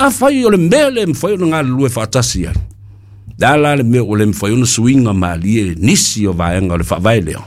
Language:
Samoan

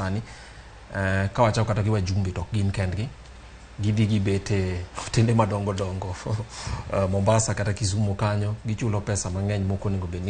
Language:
Luo (Kenya and Tanzania)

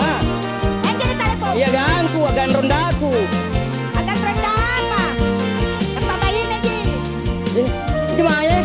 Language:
Makasar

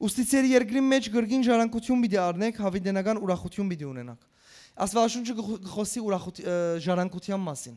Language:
Western Armenian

